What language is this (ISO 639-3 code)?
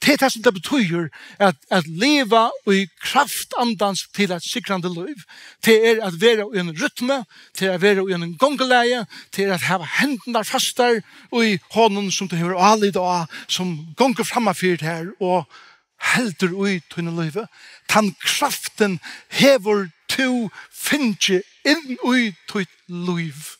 fao